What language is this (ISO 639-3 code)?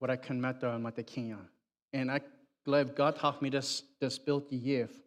pdt